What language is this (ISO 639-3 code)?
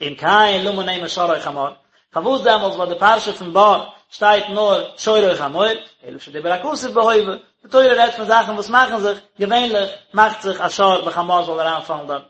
yid